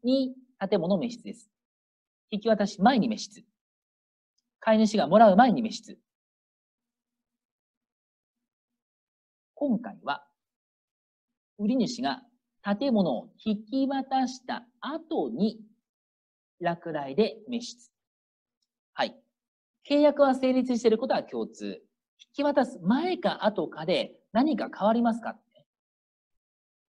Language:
Japanese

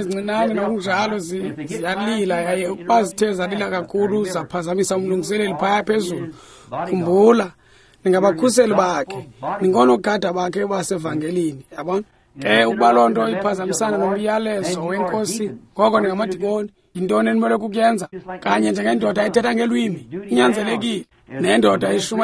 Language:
Xhosa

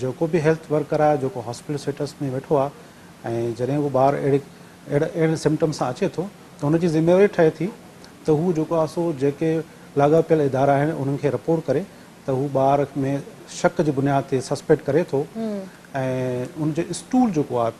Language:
Sindhi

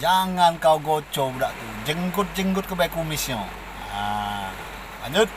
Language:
Musi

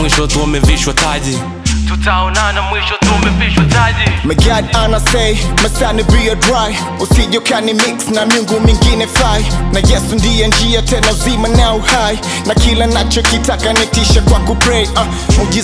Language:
Swahili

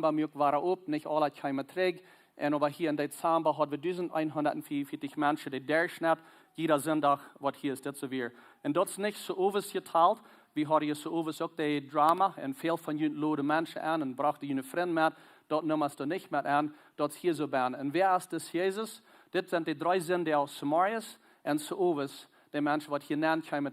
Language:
Plautdietsch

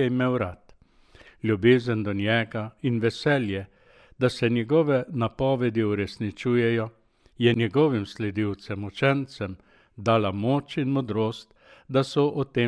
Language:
Slovenian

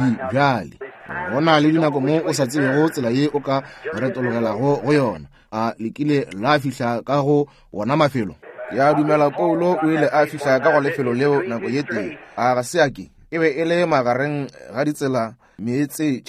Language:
Northern Sotho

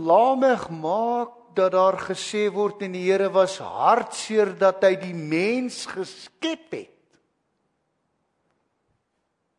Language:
Afrikaans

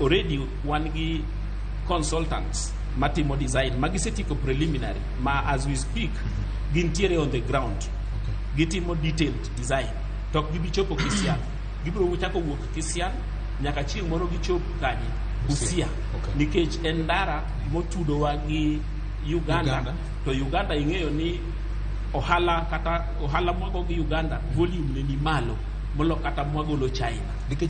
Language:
Luo (Kenya and Tanzania)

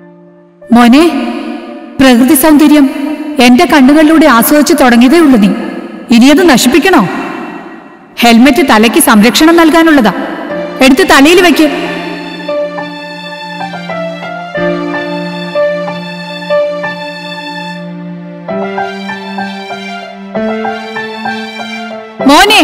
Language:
Malayalam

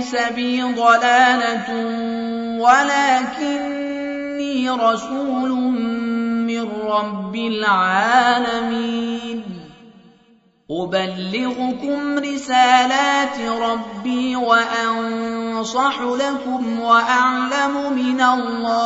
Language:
Arabic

